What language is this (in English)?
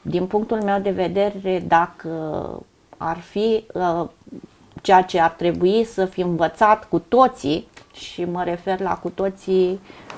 Romanian